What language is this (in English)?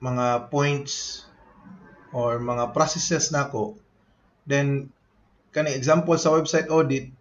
Cebuano